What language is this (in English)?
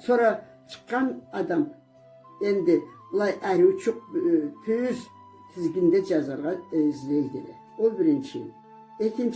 Karachay-Balkar